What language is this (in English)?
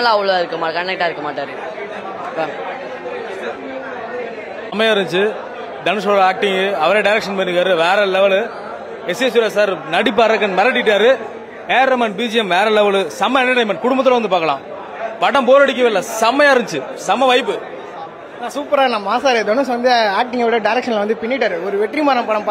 Tamil